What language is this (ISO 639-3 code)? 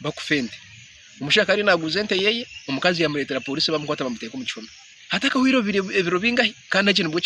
nyn